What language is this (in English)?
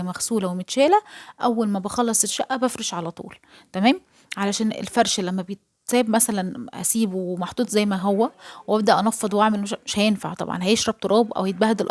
Egyptian Arabic